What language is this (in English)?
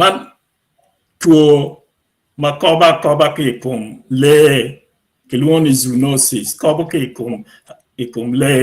Acoli